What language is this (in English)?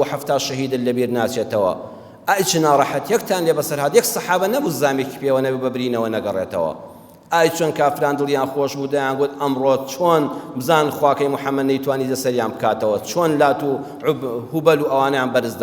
Central Kurdish